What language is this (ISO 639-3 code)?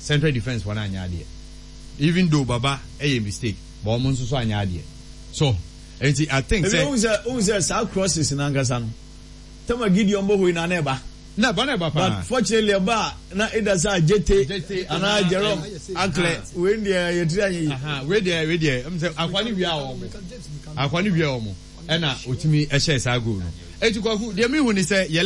aka